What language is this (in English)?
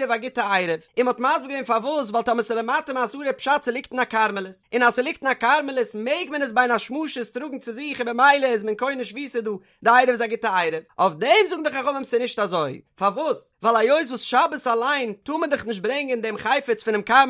Yiddish